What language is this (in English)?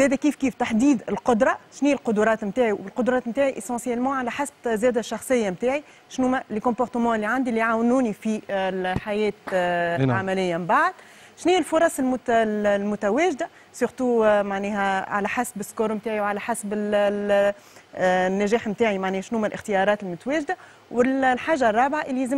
Tunisian Arabic